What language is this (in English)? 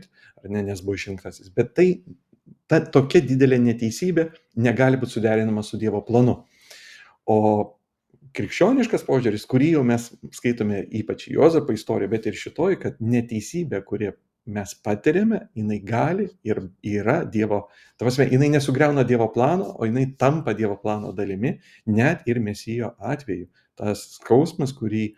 Lithuanian